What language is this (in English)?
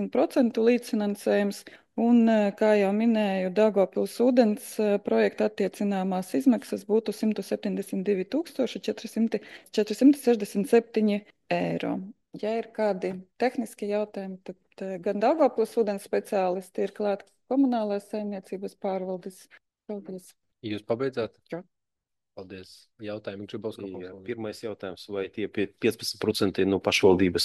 Latvian